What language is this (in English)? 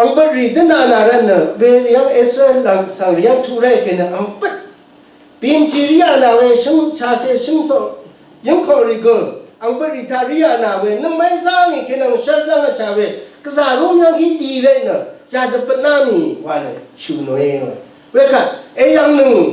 Rawang